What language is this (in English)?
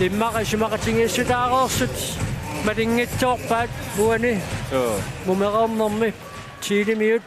Kalaallisut